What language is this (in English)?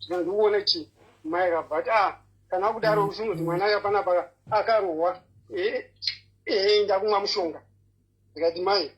Shona